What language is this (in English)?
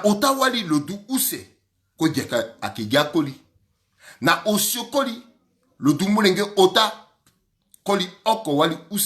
Sango